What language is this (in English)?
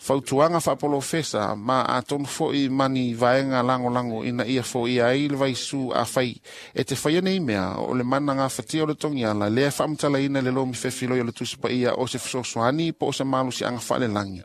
Samoan